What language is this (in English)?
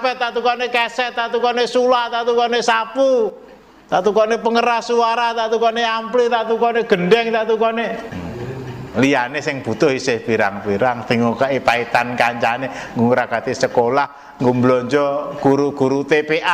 Javanese